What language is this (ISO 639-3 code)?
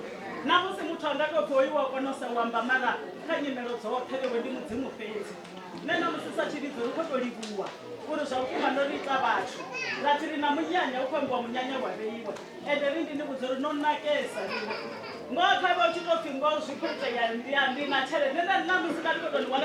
ven